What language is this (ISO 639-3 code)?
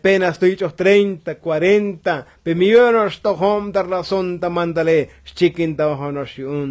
tzo